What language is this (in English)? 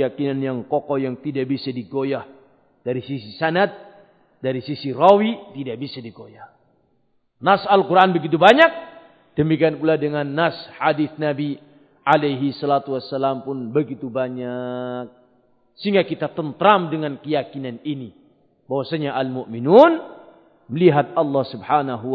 Indonesian